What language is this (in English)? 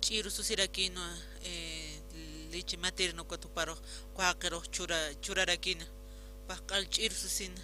Aymara